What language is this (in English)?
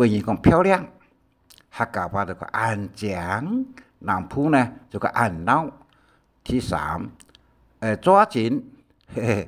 Hakka Chinese